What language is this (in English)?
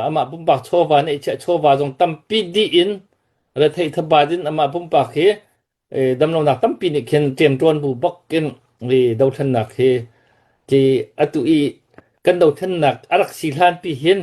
Hakha Chin